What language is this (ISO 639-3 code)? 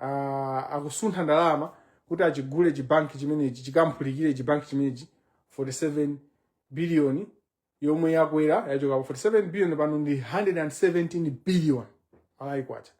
nya